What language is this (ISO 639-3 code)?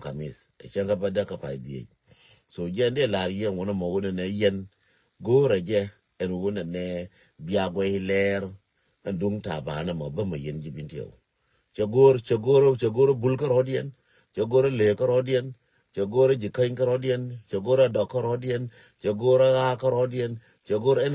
nus